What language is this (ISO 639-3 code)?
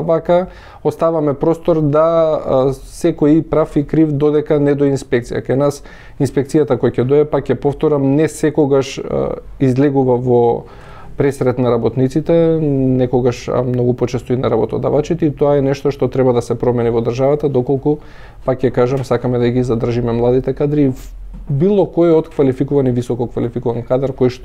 mkd